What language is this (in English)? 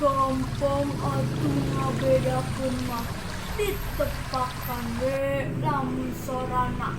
Sundanese